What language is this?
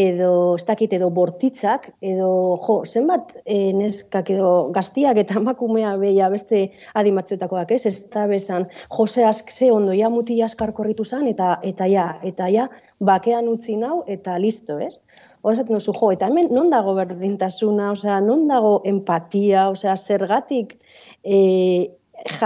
Basque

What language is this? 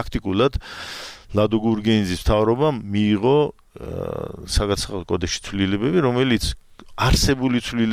Georgian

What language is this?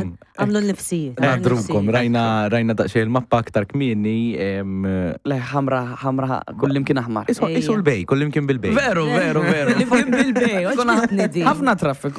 Maltese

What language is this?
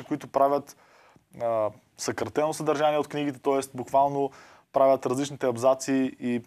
Bulgarian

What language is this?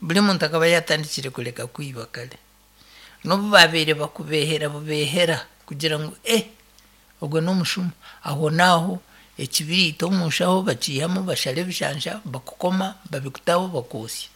Nyankole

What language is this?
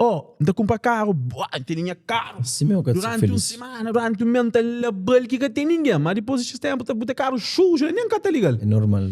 Kabuverdianu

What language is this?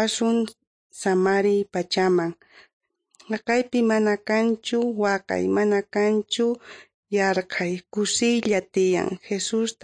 South Bolivian Quechua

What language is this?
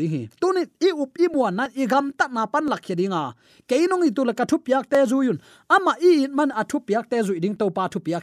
Tedim Chin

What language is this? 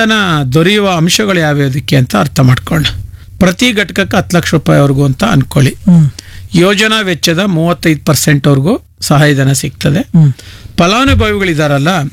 Kannada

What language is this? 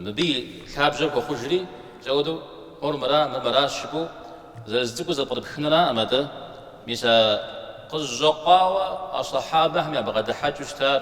Kabardian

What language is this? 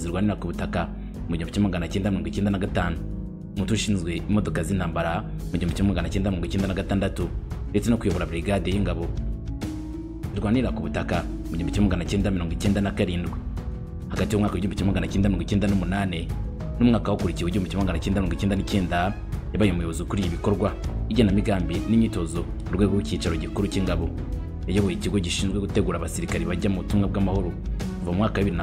Kinyarwanda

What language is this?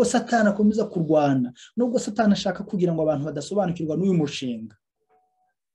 Kinyarwanda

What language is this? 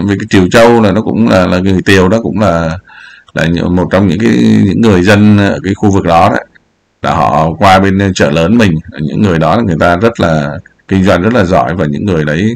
Vietnamese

